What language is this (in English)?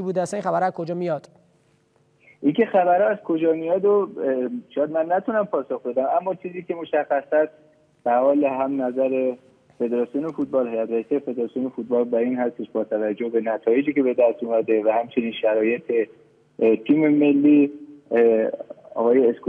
Persian